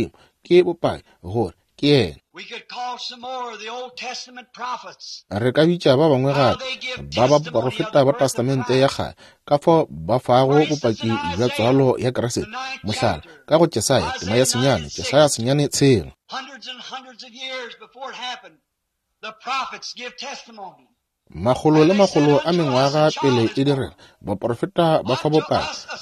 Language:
Northern Sotho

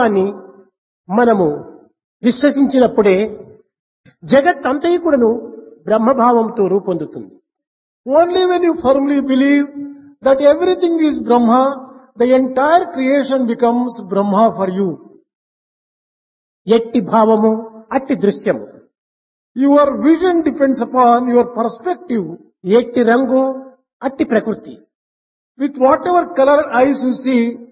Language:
Telugu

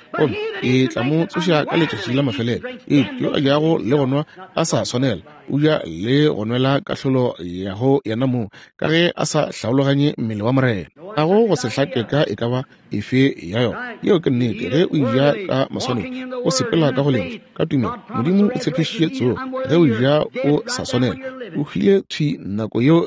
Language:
Northern Sotho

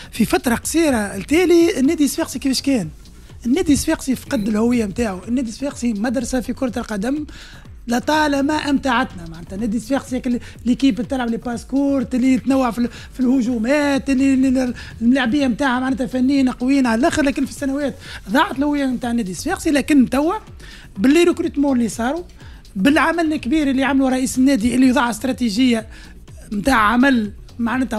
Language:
Tunisian Arabic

